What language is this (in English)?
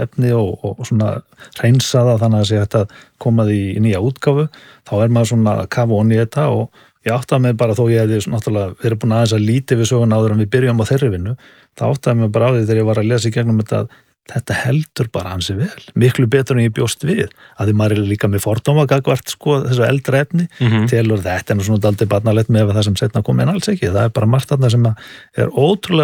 Icelandic